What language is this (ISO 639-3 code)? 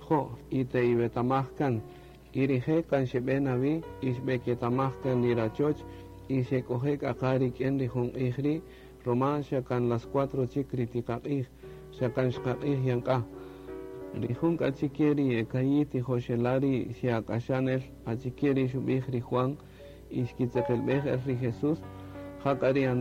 cak